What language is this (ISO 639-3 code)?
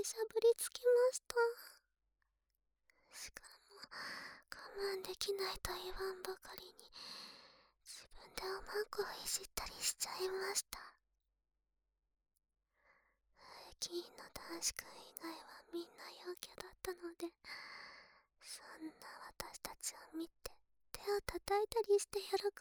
jpn